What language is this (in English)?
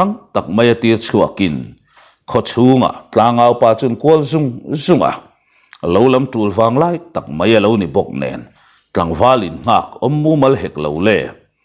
Mizo